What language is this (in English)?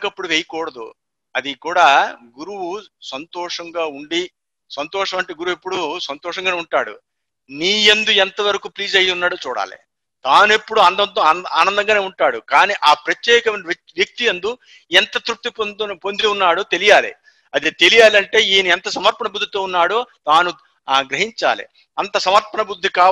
Telugu